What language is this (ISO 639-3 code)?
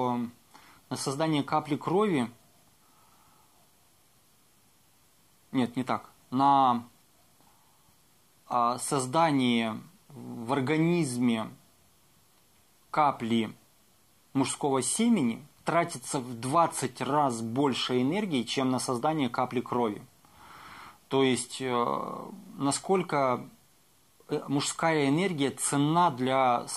rus